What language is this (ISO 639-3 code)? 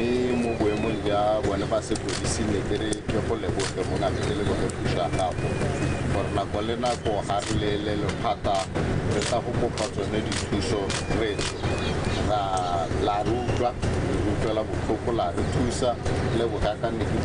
tsn